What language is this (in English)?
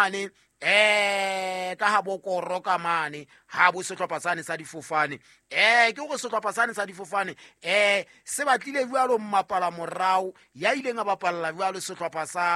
Southern Sotho